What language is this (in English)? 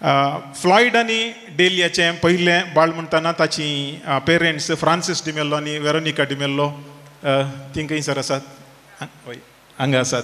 Konkani